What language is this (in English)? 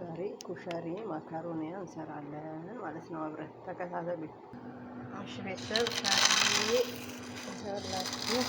Amharic